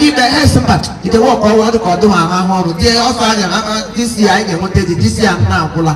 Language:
Igbo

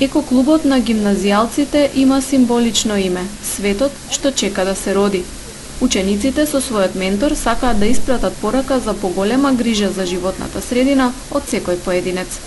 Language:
Macedonian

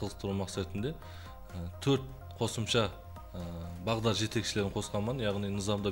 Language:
Kara-Kalpak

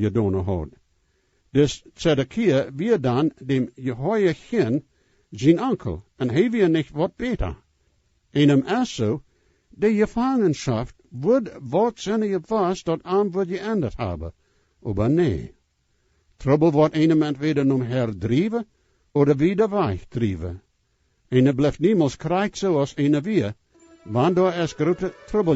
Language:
Plautdietsch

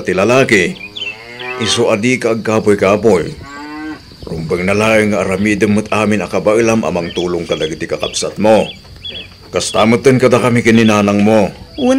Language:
Iloko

